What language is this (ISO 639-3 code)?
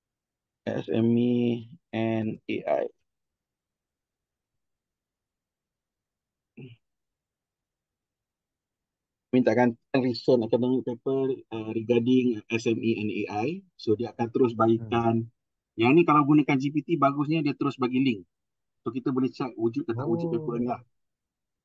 msa